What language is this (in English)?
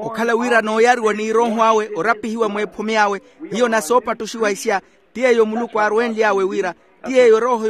Makhuwa